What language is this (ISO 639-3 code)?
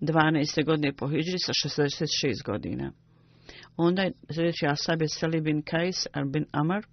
bos